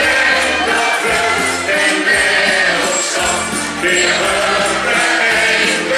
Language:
Limburgish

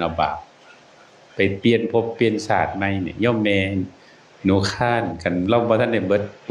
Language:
Northeastern Thai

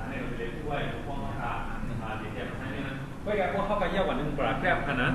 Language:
Shan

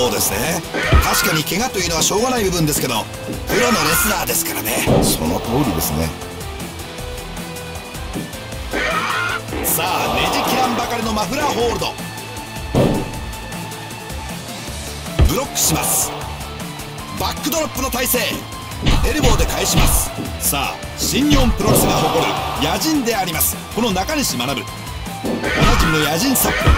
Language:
Japanese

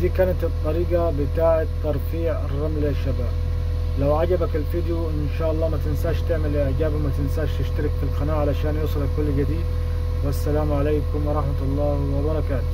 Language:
Egyptian Arabic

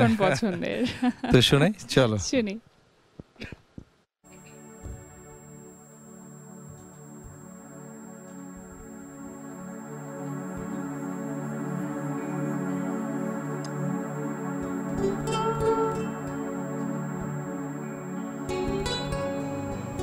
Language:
Bangla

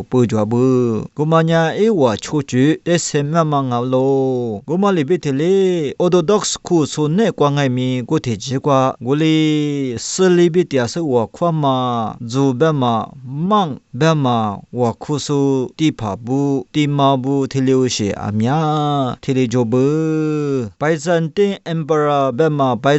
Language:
Lisu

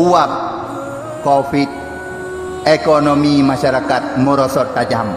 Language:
Achinese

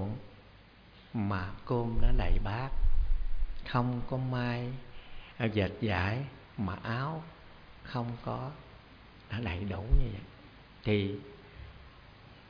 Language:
Vietnamese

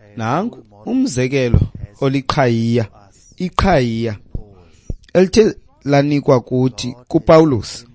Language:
Xhosa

